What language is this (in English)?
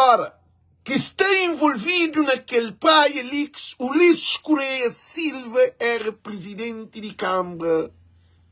Kabuverdianu